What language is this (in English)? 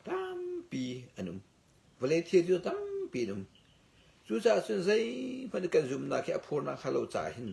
Hakha Chin